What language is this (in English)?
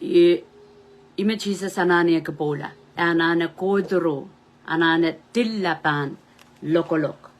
Pohnpeian